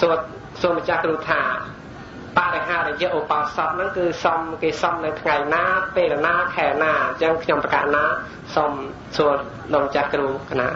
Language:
Khmer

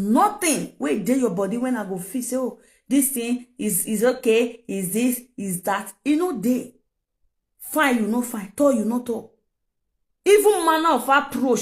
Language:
Nigerian Pidgin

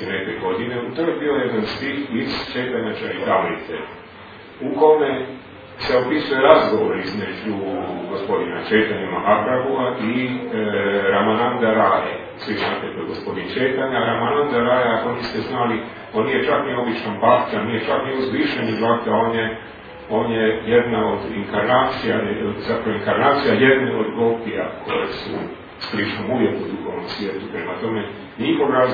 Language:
Croatian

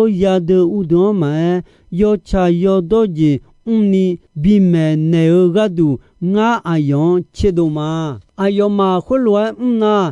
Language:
Akha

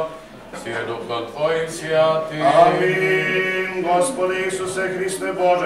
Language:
Serbian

